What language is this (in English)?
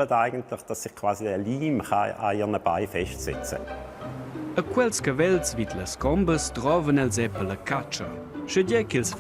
Romansh